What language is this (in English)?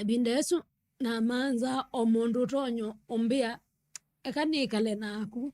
Kamba